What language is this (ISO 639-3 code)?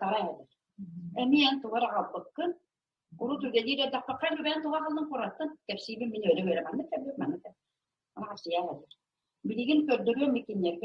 sah